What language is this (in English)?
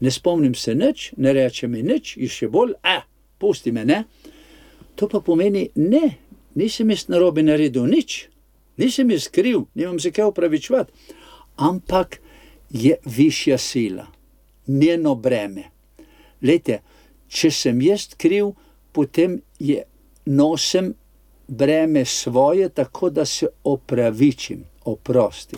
Slovenian